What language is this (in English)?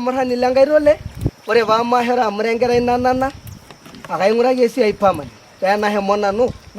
Masai